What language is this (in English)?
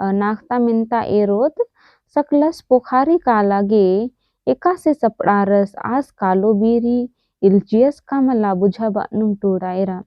Kurukh